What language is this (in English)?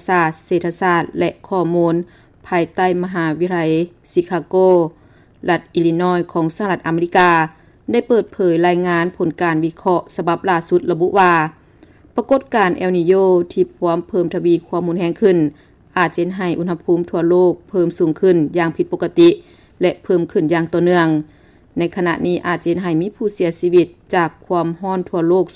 Lao